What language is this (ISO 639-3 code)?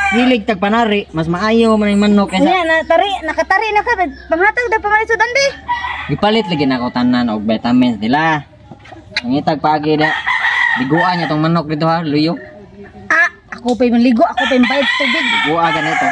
ceb